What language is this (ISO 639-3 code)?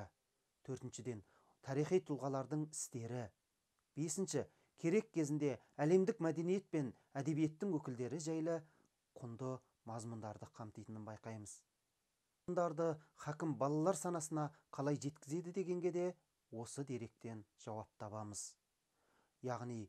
kaz